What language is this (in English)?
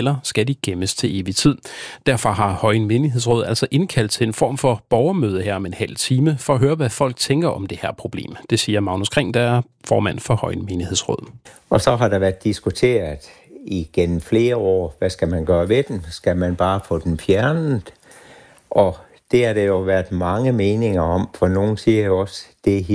Danish